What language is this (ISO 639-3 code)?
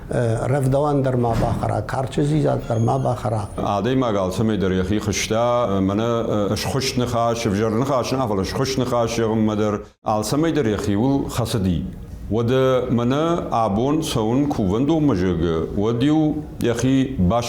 oss